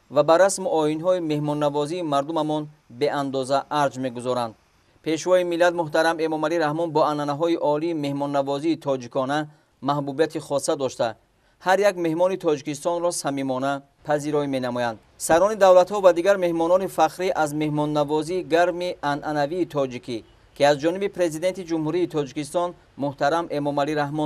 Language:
Tajik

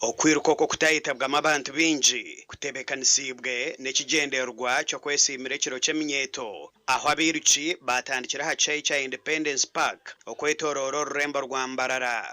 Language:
Nyankole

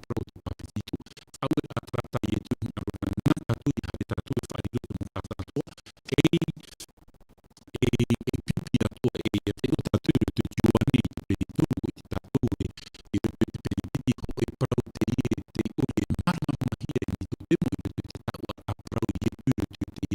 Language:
Tahitian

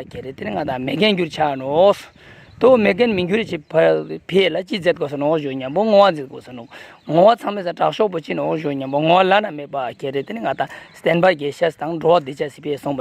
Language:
Ladakhi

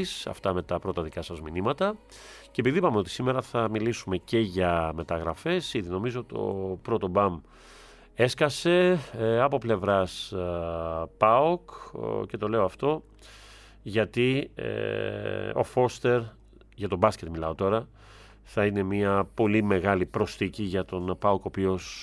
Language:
Greek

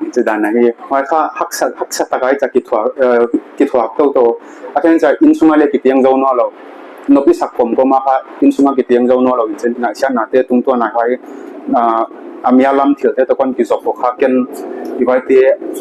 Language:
Paite Chin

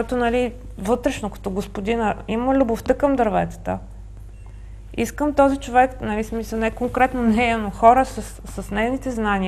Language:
Bulgarian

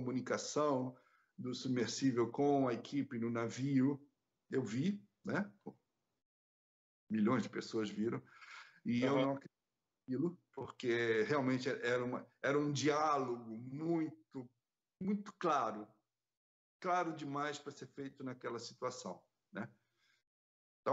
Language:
Portuguese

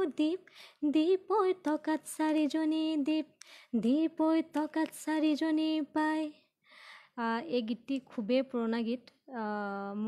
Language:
Assamese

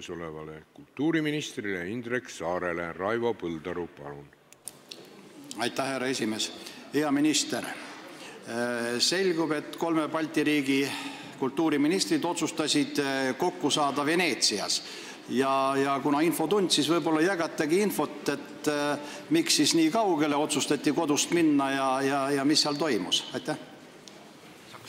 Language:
Estonian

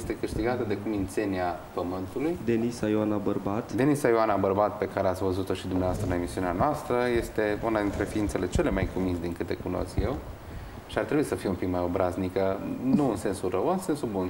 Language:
Romanian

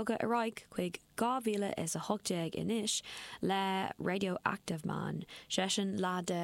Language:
Irish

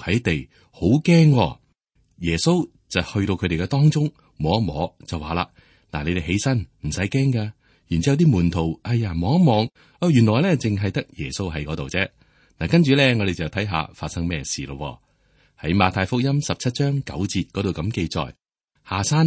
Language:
Cantonese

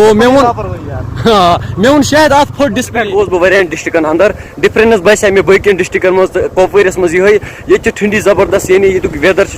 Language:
Kashmiri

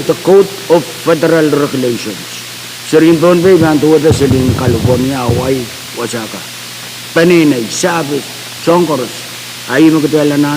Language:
Pohnpeian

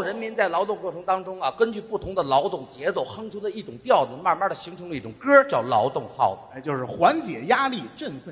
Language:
Chinese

